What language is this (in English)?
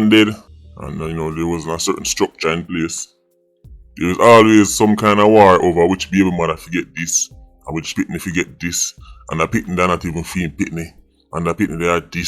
Jamaican Creole English